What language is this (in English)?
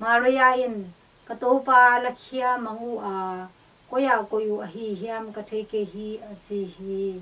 Tedim Chin